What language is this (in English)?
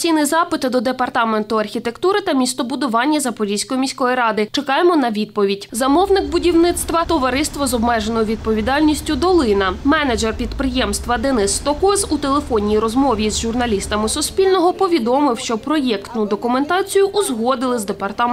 Ukrainian